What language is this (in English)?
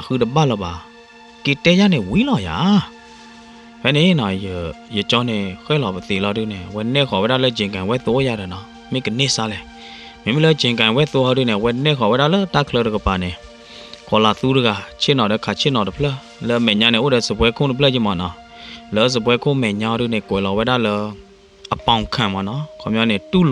S'gaw Karen